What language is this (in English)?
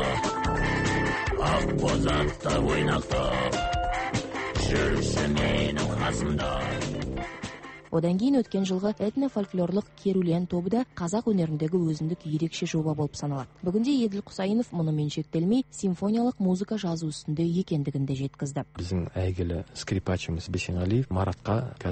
Kazakh